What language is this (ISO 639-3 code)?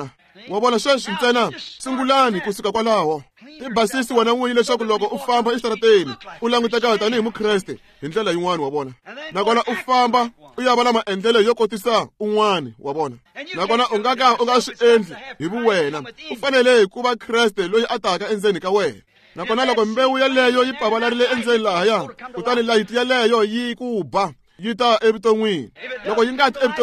tso